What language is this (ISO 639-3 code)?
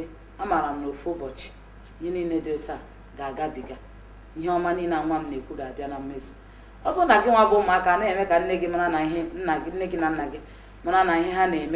ibo